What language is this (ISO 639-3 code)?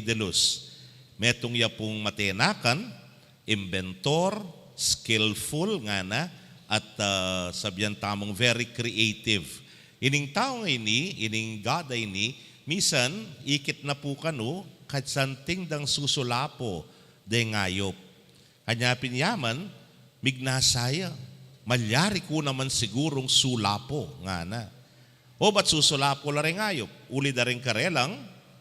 pam